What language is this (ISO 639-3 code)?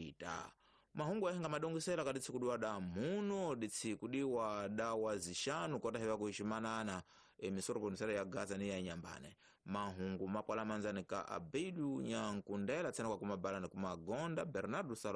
tso